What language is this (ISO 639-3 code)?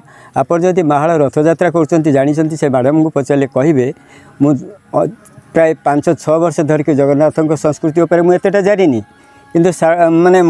ori